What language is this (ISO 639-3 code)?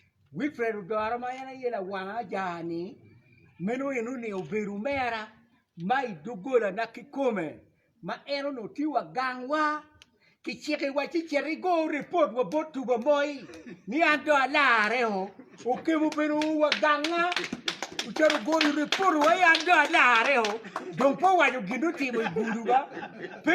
ach